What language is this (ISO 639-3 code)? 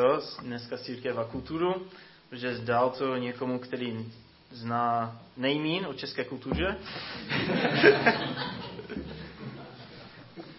ces